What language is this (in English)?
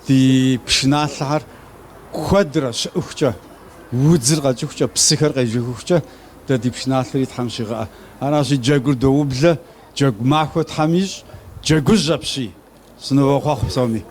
Kabardian